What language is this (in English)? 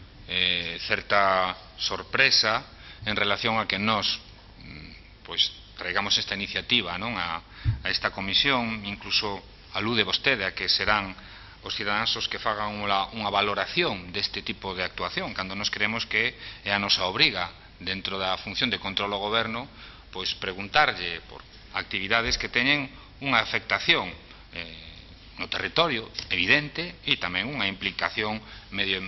Galician